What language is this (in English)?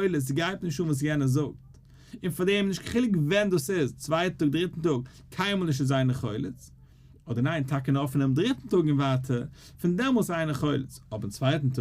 Yiddish